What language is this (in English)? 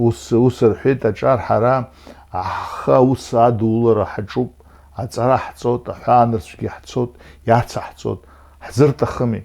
Abkhazian